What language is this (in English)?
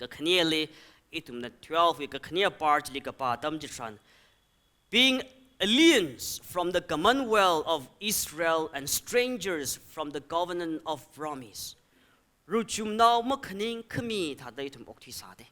Tangkhul Naga (India)